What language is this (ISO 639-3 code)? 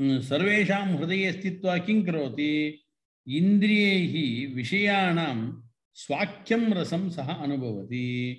san